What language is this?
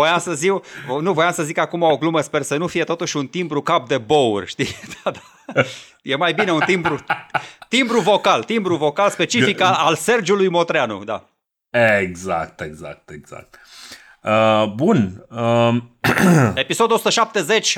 Romanian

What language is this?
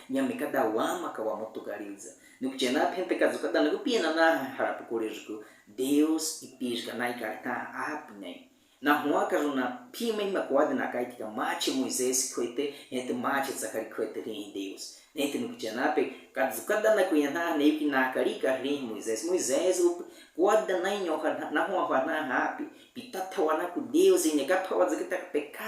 Baniwa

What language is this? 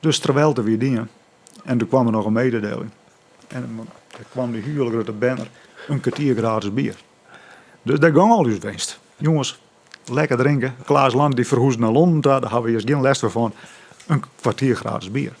Western Frisian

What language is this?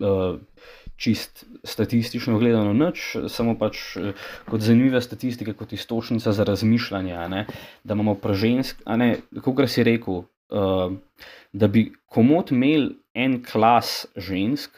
Slovenian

